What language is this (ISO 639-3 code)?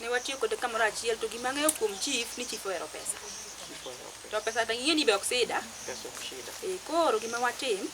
luo